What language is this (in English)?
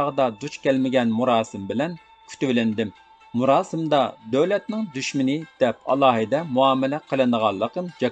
Uyghur